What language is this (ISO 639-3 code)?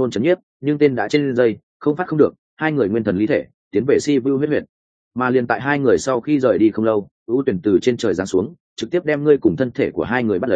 vie